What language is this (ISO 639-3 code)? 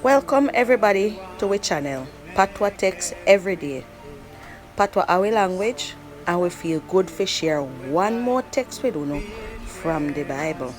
jam